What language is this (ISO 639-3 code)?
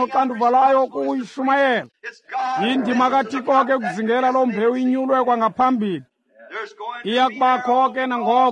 xho